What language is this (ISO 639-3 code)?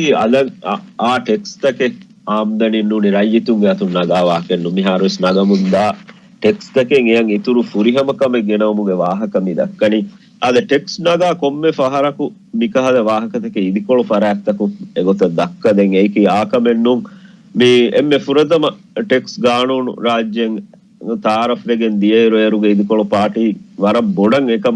div